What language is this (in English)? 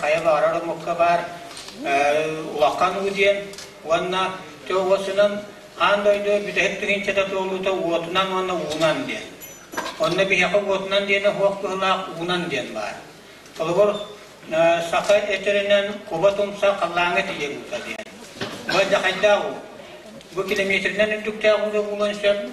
Yakut